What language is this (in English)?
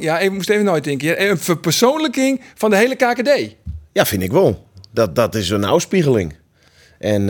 Western Frisian